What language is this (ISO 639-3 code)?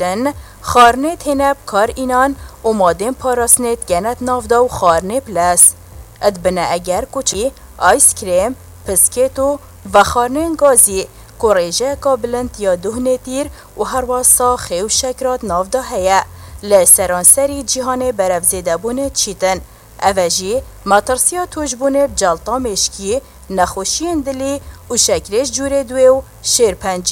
kur